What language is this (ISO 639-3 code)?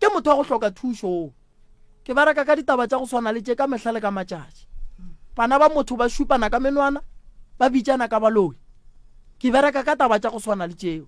nso